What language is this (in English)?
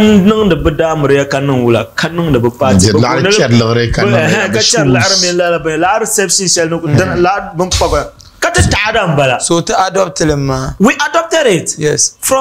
Dagbani